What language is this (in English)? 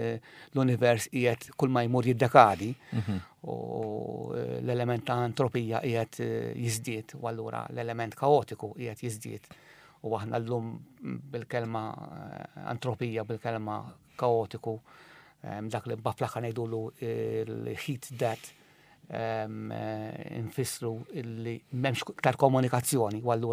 Maltese